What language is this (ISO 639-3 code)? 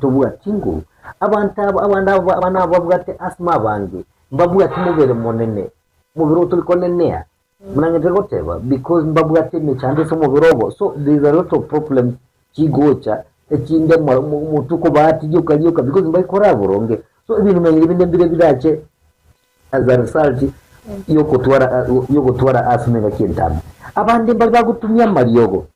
guz